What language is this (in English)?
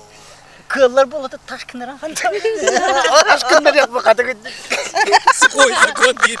Yakut